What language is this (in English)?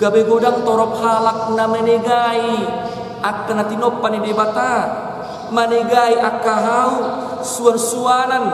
Batak Toba